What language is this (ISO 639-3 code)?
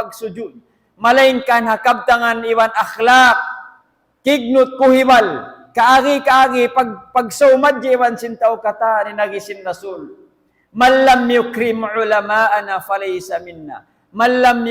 tsg